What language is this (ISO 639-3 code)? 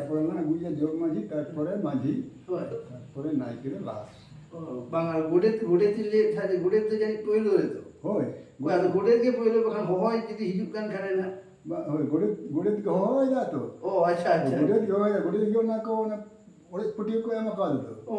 sat